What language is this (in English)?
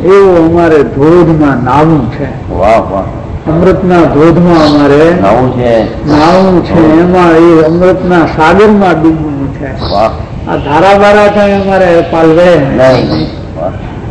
Gujarati